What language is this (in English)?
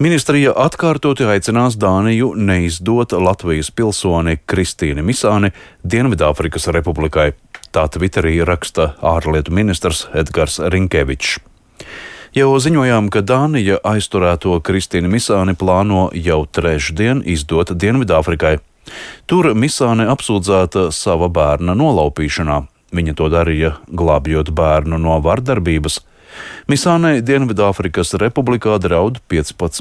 Latvian